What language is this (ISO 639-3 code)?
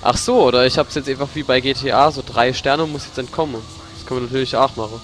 pfl